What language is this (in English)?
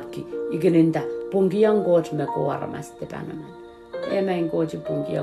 Pohnpeian